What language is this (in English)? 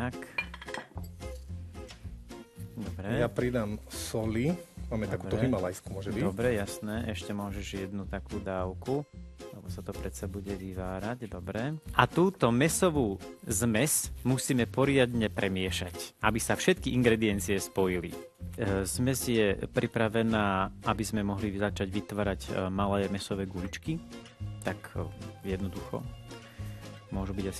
Slovak